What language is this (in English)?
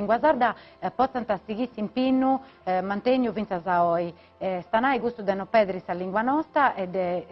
Sardinian